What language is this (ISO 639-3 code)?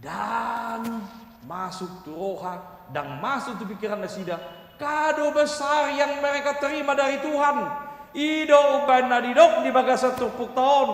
bbc